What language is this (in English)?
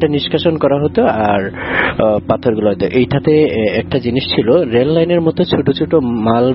Bangla